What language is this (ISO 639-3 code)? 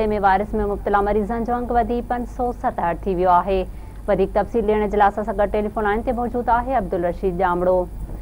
snd